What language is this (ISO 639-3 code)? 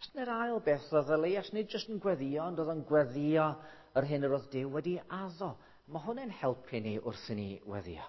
cym